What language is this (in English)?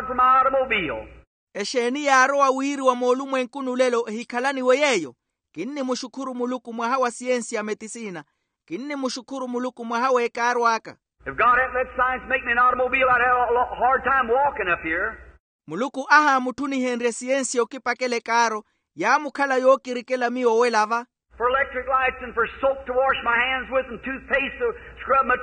Makhuwa